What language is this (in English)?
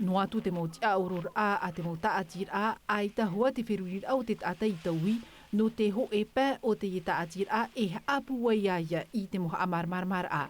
Tahitian